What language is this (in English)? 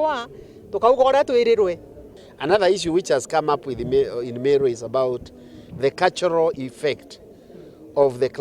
Meru